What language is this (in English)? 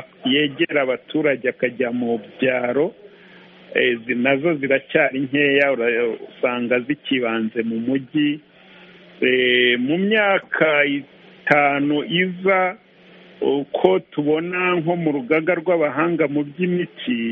Kinyarwanda